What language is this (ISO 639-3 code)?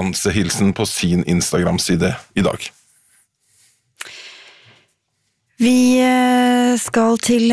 nor